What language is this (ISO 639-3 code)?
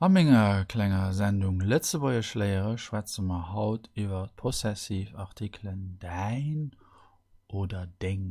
ltz